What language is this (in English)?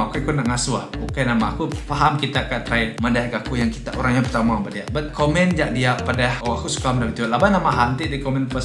Iban